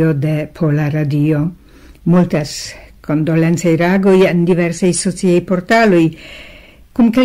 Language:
Esperanto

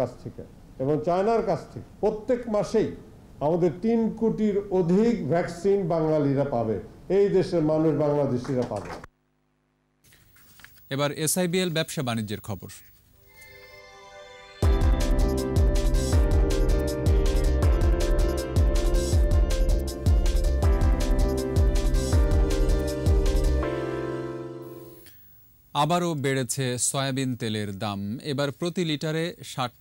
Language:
Bangla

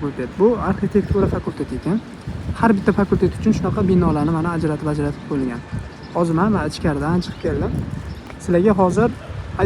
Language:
Uzbek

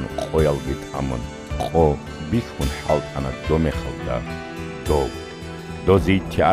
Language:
Avaric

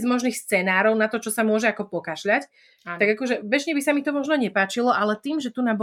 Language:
Slovak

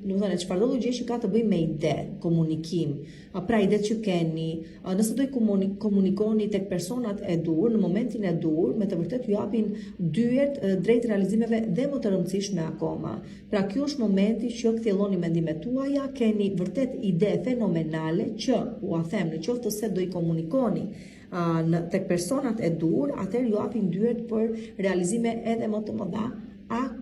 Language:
Albanian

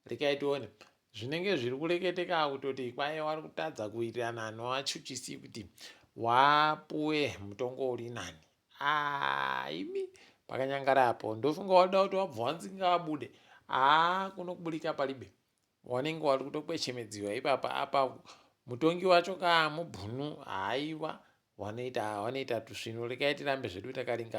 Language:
Ndau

